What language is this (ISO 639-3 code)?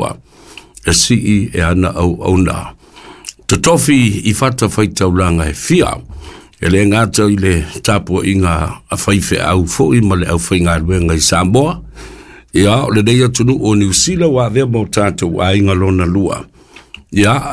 smo